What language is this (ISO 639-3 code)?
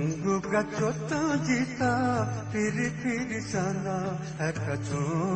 new